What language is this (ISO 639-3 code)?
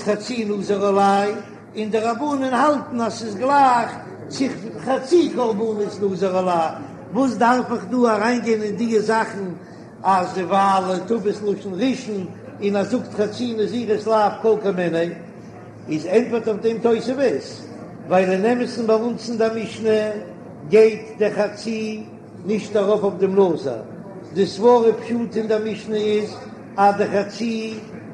yid